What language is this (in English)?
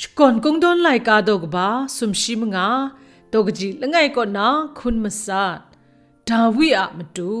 Kachin